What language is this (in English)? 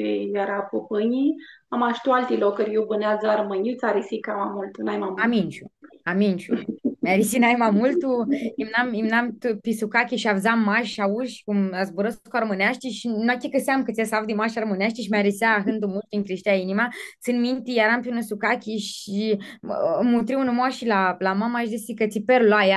Aromanian